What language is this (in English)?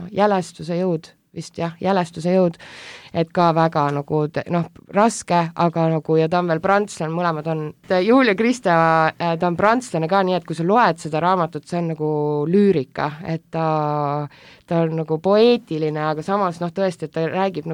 Estonian